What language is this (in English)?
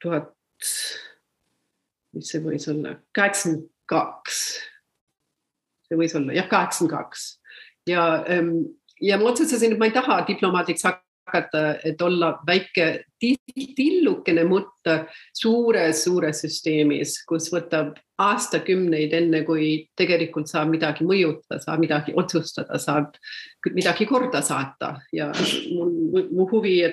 Estonian